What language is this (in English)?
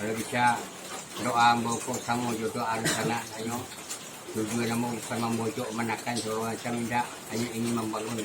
Minangkabau